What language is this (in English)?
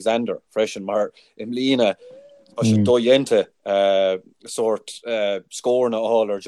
Irish